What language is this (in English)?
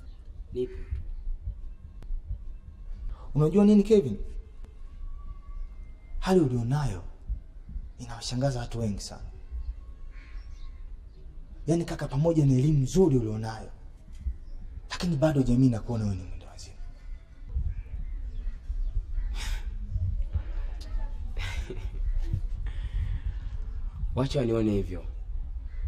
Swahili